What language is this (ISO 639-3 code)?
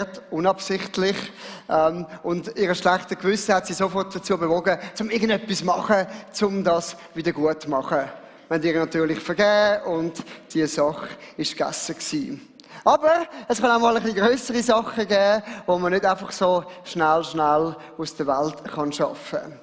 gsw